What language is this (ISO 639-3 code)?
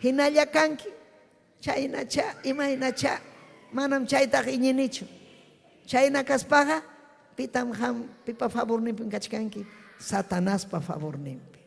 quy